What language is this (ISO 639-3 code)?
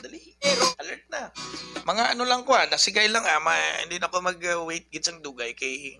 hil